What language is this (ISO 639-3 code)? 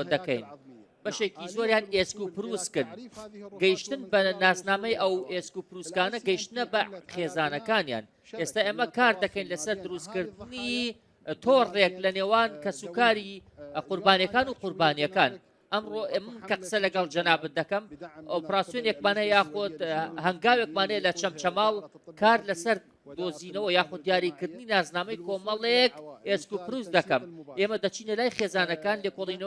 ckb